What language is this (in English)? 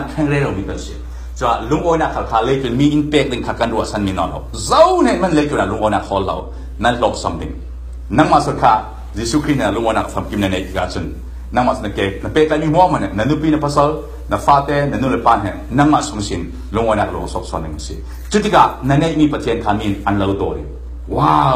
Falam Chin